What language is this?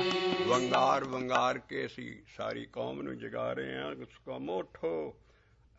Punjabi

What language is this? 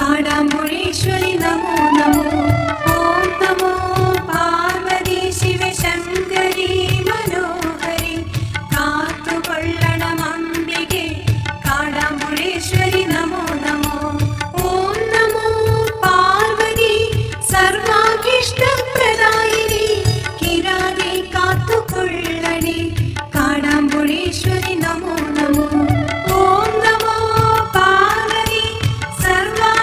Malayalam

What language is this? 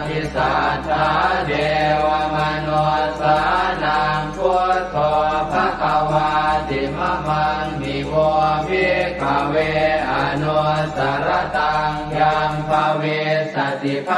Pali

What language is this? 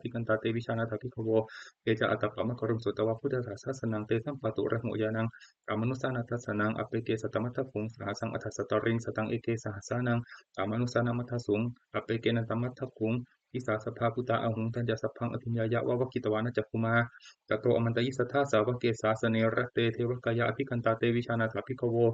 Pali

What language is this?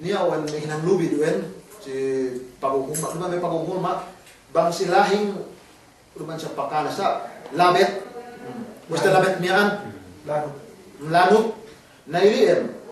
Yakan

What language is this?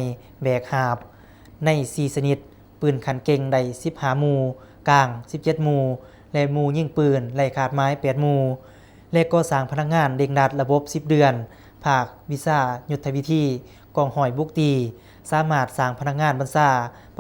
Lao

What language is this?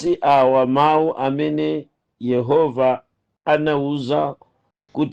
Nyanja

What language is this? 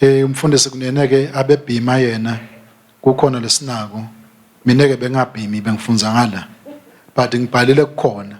Swati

